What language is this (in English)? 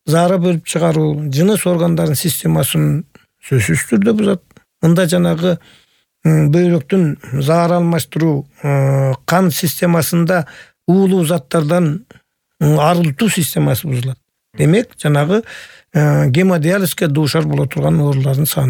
Kyrgyz